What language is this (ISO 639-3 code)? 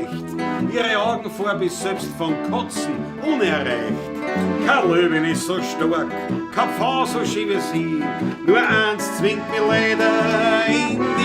bar